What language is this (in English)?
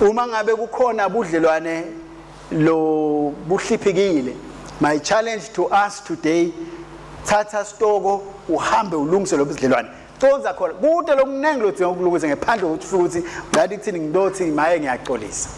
Swati